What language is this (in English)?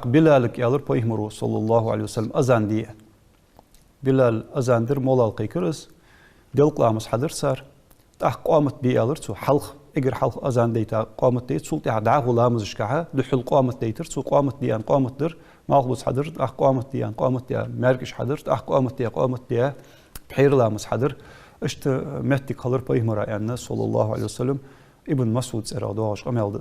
Ingush